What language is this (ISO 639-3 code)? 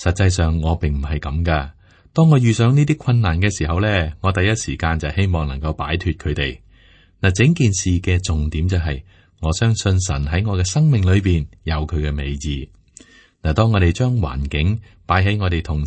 yue